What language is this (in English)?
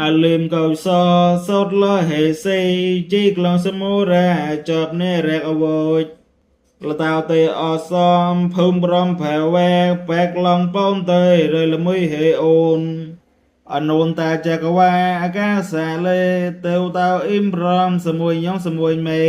Khmer